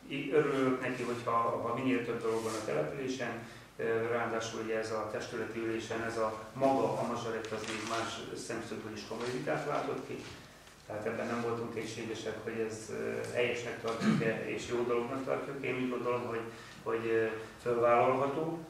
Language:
Hungarian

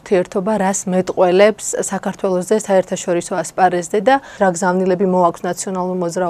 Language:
Georgian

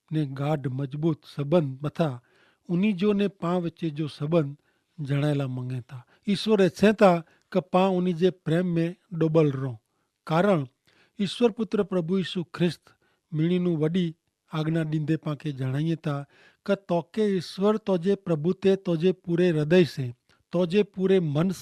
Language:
Kachhi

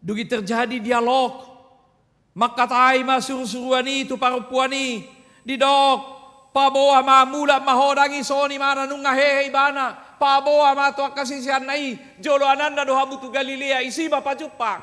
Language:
Batak Toba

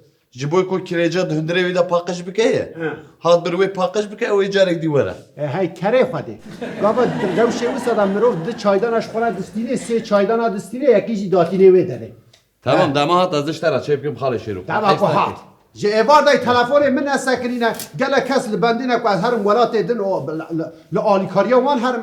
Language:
Kurdish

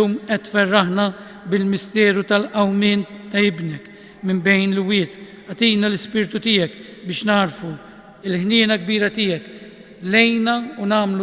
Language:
Maltese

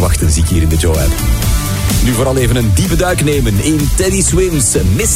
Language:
Dutch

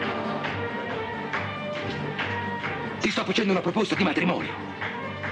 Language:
Italian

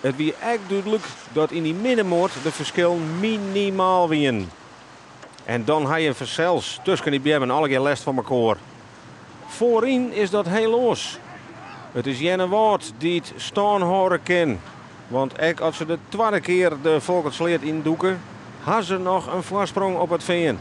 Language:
Western Frisian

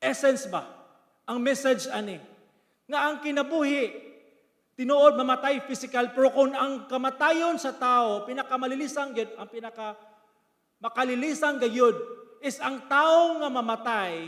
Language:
Cebuano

